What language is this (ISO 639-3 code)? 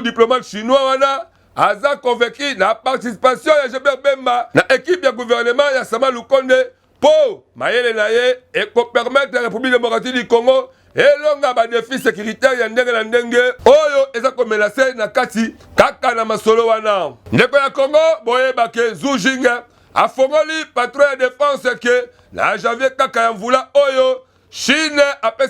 lin